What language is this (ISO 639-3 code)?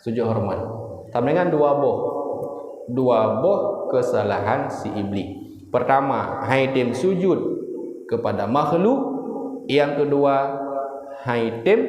ace